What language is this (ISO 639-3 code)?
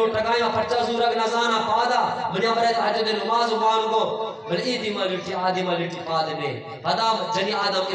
bgp